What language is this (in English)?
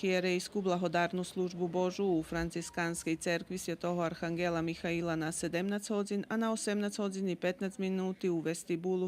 Rusyn